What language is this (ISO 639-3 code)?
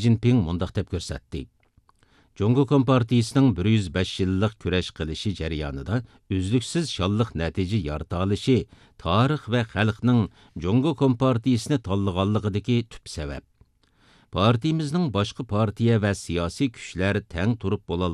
uig